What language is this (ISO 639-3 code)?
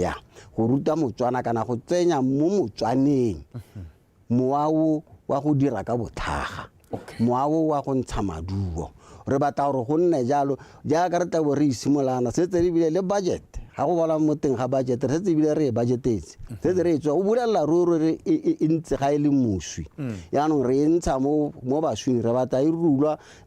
tsn